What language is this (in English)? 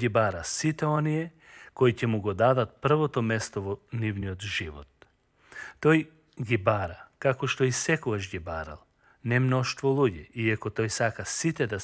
Macedonian